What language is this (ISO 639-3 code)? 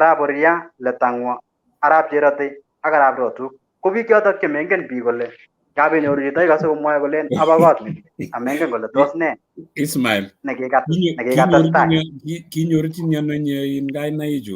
kln